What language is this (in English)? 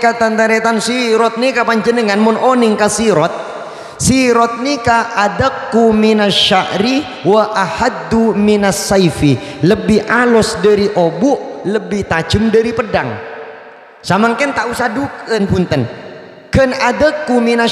Madurese